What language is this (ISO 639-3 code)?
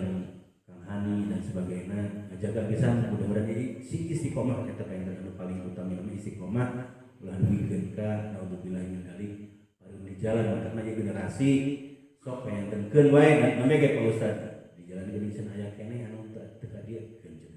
sun